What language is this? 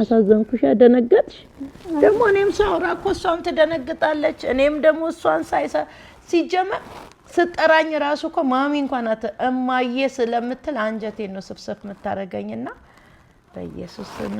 Amharic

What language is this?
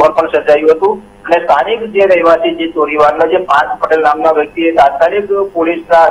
Gujarati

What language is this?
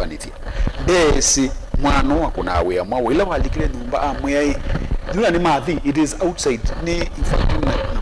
Kamba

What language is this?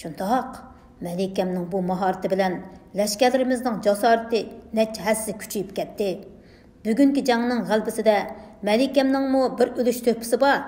Uyghur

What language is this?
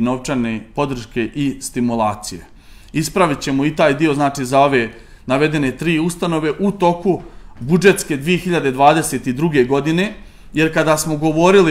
Serbian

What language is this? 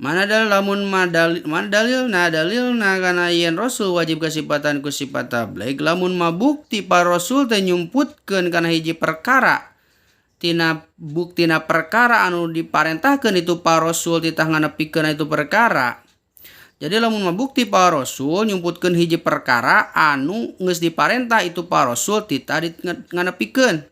Sundanese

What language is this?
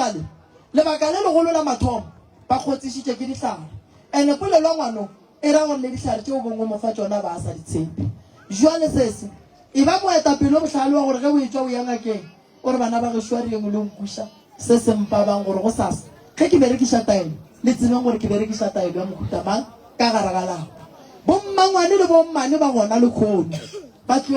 Northern Sotho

